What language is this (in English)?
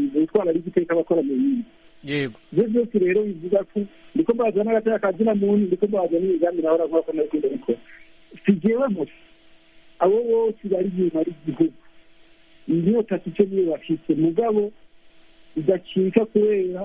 Kinyarwanda